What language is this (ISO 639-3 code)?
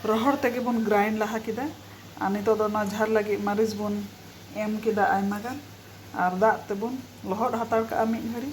sat